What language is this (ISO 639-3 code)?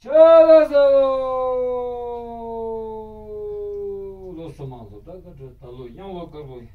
bod